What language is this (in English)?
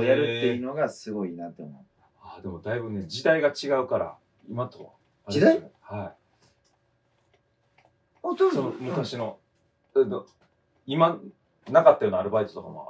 Japanese